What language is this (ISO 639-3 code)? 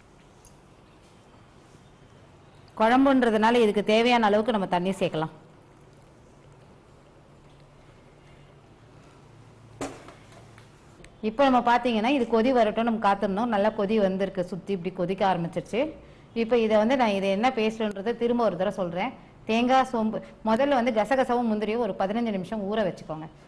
tam